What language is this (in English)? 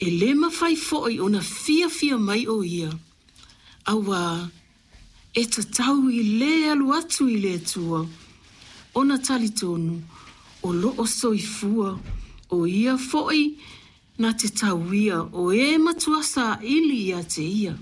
Samoan